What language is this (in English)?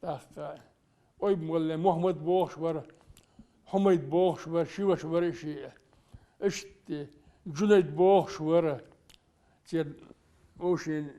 Chechen